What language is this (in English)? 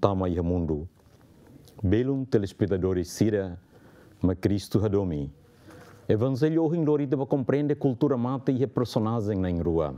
Tetum